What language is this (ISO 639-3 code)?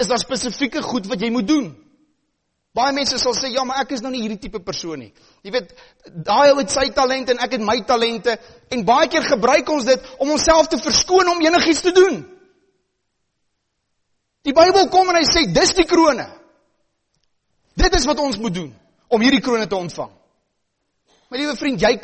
afr